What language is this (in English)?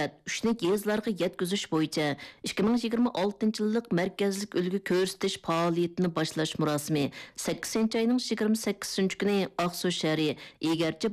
Uyghur